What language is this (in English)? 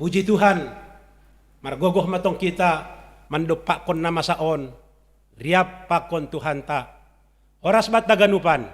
Batak Simalungun